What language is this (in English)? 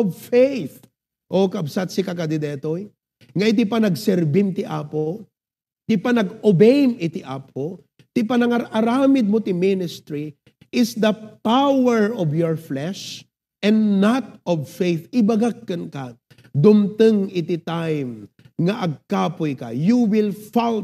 Iloko